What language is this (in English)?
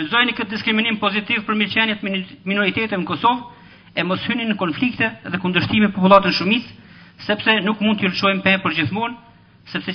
Albanian